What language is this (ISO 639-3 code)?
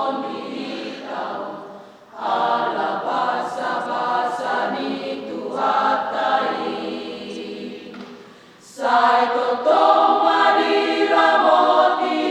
bbc